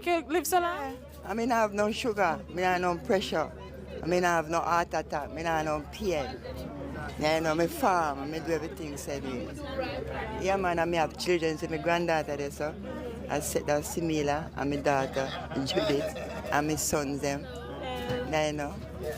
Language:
Jamaican Creole English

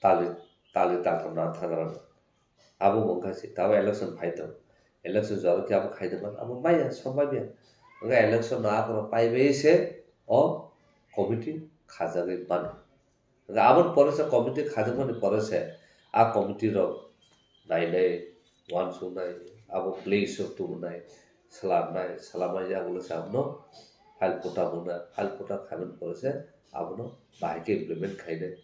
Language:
Kok Borok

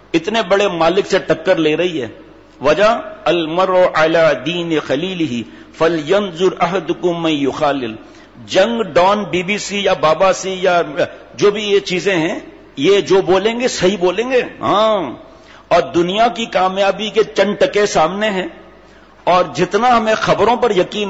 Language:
Urdu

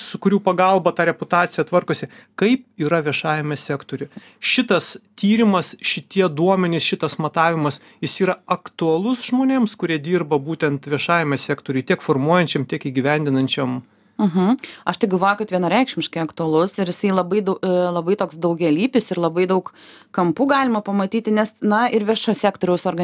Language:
Lithuanian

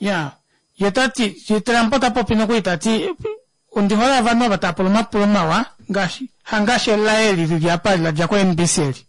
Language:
Kuanyama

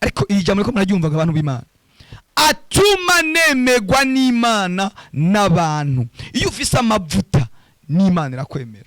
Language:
Rundi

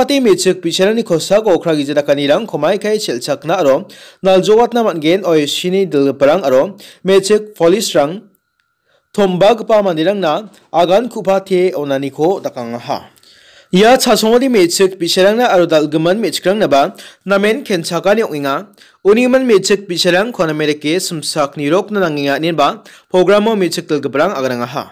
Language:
Garo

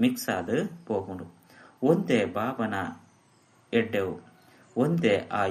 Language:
Tulu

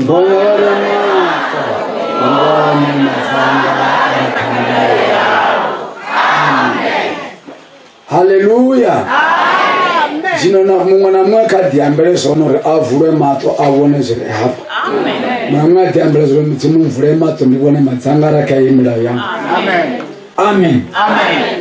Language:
Venda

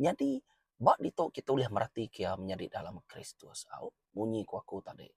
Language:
Iban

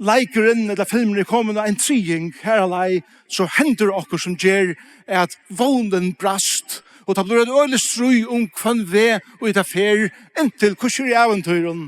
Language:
Faroese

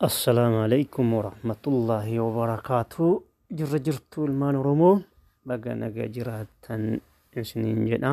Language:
Oromo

